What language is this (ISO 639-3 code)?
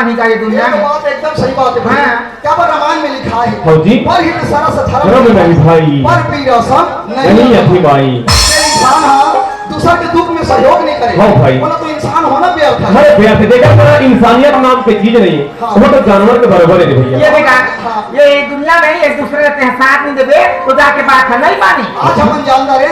hne